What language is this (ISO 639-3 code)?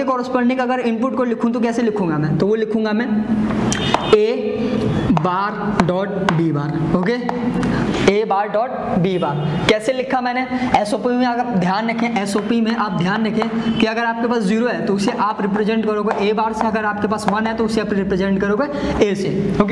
hin